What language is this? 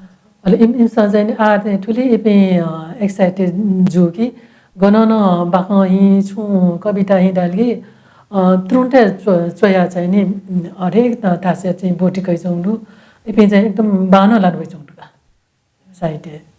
Newari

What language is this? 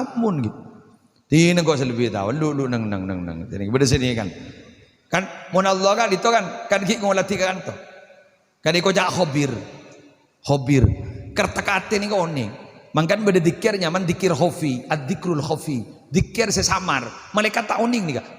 Madurese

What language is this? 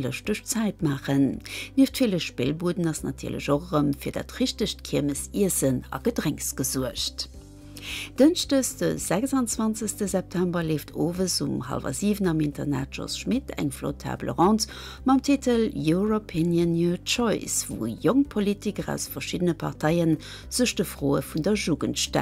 Luxembourgish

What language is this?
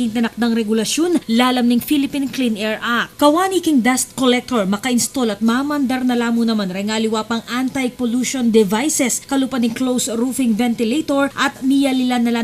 Pampanga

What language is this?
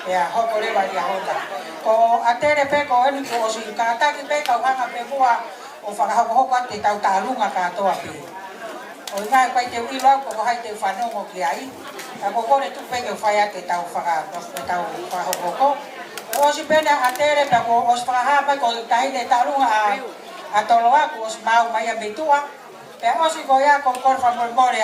Tongan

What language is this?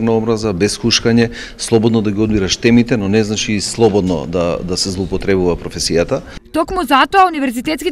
Macedonian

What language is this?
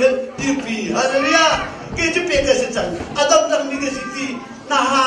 Hakha Chin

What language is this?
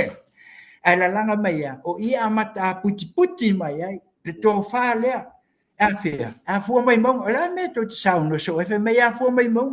Samoan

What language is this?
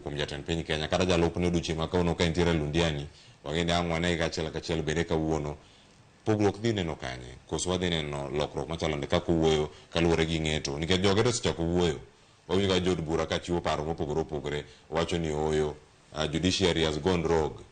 Luo (Kenya and Tanzania)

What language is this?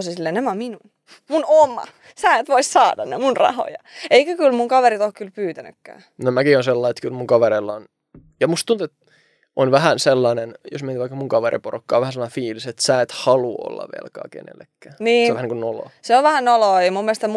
Finnish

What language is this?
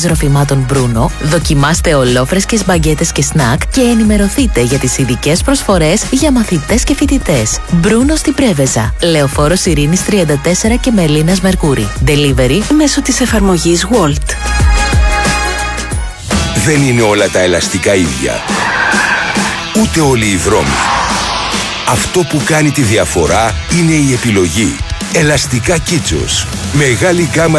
Greek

